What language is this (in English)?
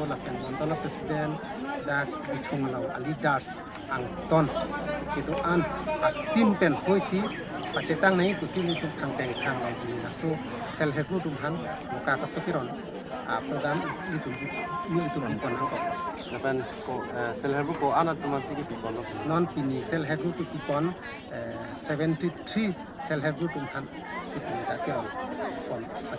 Karbi